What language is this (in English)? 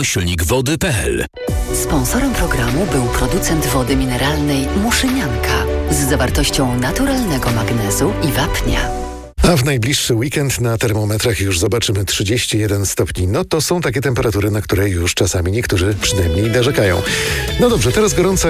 Polish